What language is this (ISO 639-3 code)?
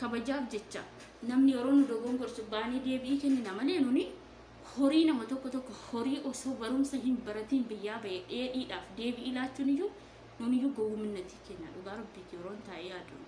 orm